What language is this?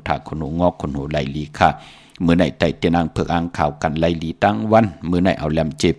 Shan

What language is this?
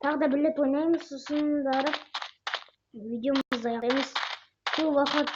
Kazakh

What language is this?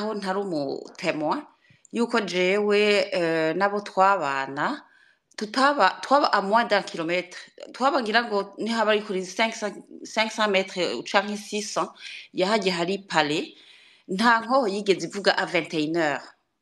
Rundi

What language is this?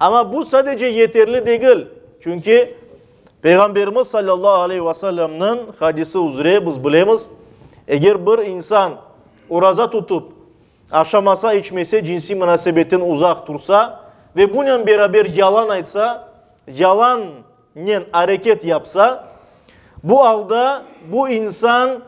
Crimean Tatar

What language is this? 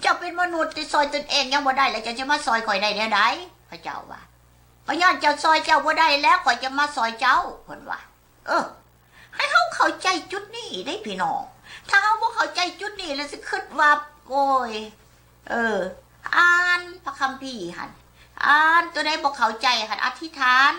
Lao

